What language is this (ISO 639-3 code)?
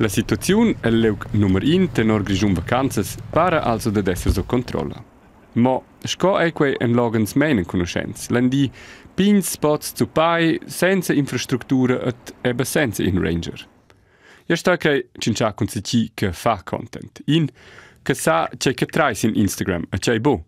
roh